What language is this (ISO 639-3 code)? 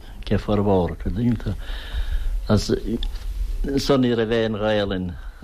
gle